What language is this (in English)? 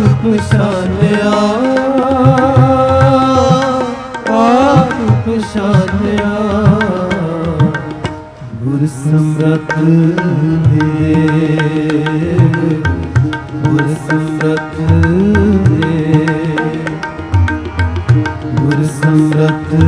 Punjabi